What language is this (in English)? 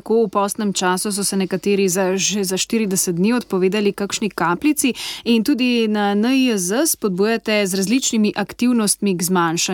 Slovenian